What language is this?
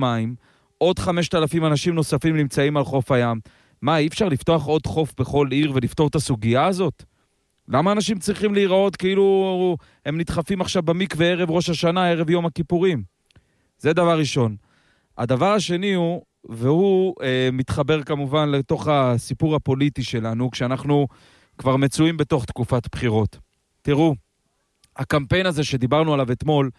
Hebrew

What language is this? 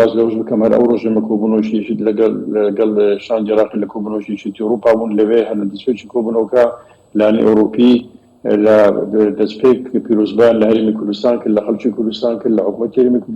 Central Kurdish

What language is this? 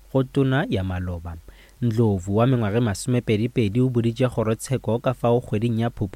Northern Sotho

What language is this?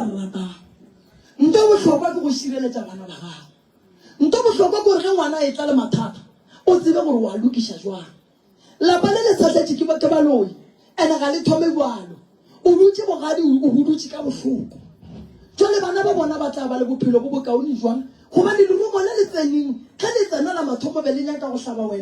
Northern Sotho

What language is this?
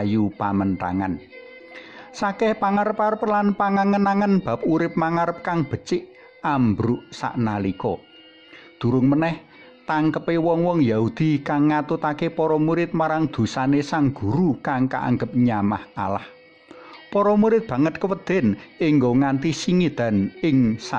Javanese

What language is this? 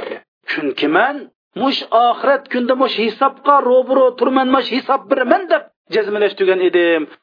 Uyghur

